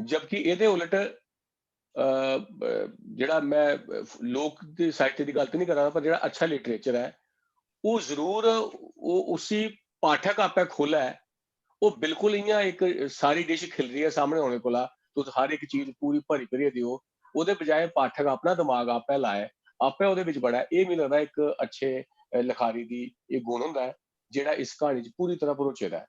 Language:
Dogri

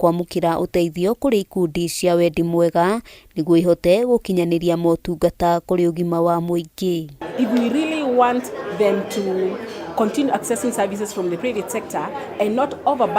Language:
Kikuyu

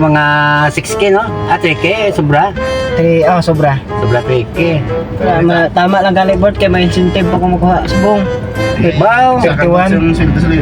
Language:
Hiligaynon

